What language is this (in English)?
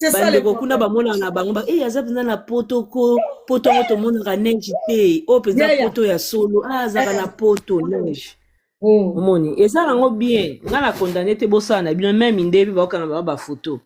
Lingala